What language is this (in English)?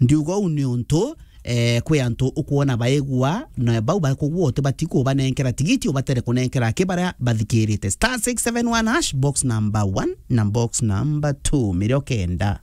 Meru